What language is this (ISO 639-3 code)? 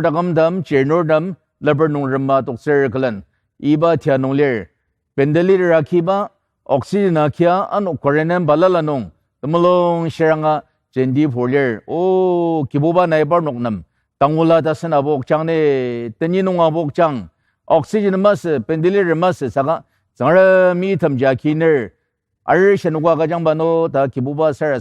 njo